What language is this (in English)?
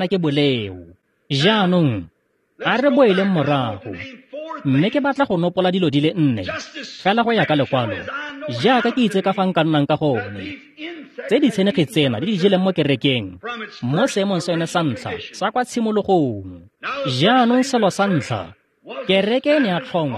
Tswana